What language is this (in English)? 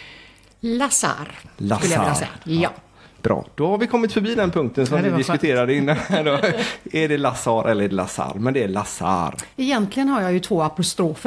Swedish